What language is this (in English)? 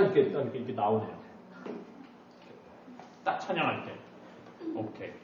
Korean